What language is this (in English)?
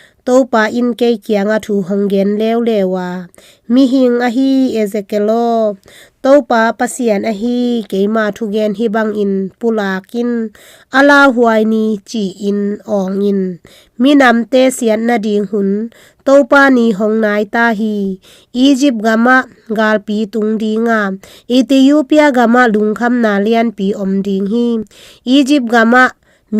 Tedim Chin